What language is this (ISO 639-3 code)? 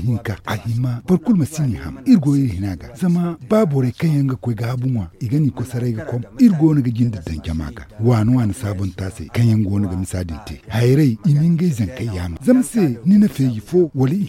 dje